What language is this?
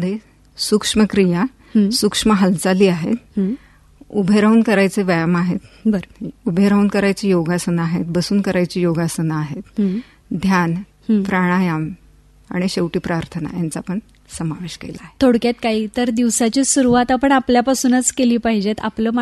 Marathi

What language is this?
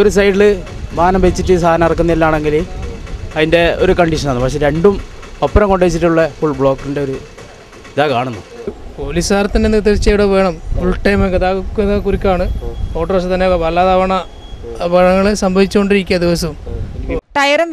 Malayalam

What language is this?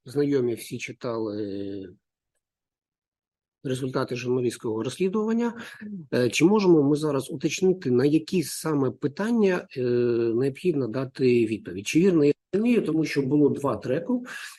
Ukrainian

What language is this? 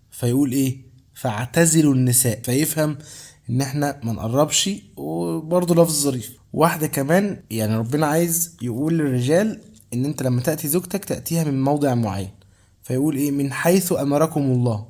Egyptian Arabic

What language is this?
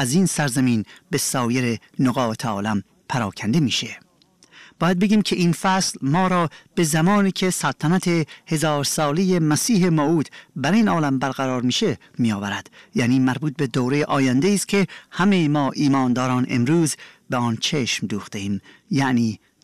Persian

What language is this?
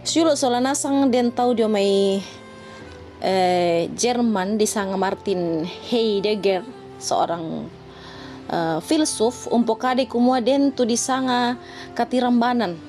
Toraja-Sa'dan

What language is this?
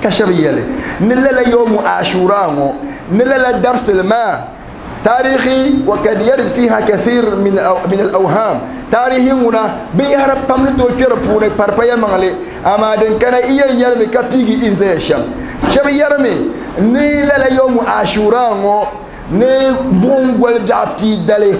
Dagbani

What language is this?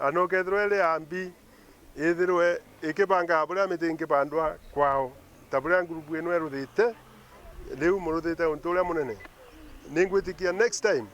Meru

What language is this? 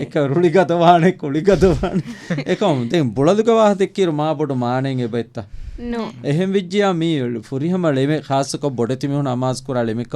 Divehi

